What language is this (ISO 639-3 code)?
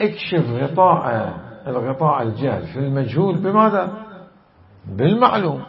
acm